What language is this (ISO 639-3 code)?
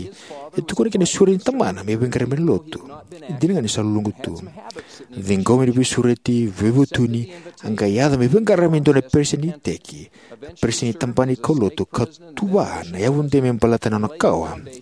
fij